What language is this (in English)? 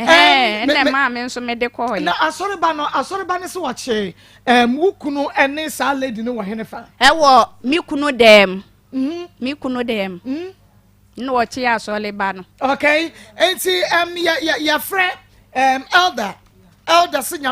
Akan